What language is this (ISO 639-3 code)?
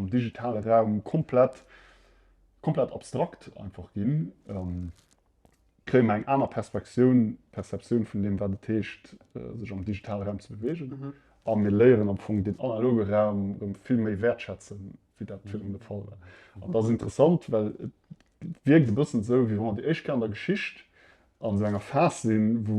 ltz